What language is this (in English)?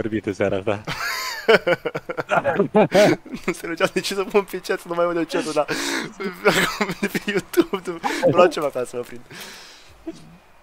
Romanian